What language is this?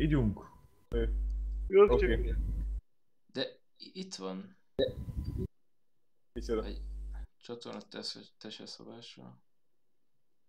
Hungarian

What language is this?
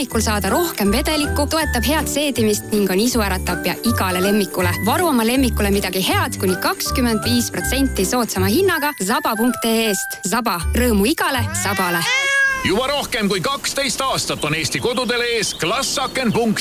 Estonian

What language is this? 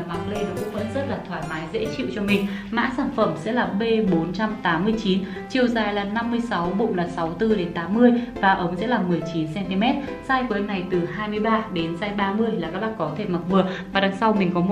Vietnamese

